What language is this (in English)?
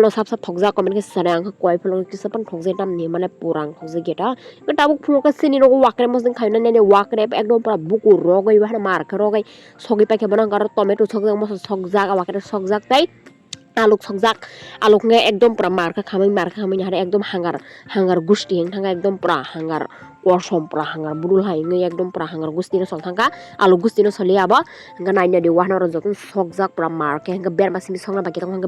Kok Borok